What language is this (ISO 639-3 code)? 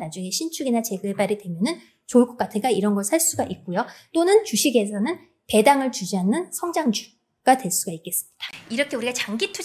kor